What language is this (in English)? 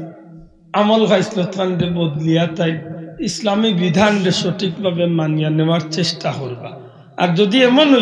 Sylheti